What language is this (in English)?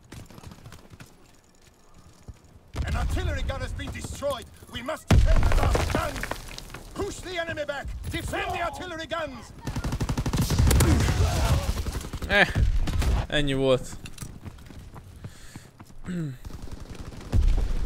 Hungarian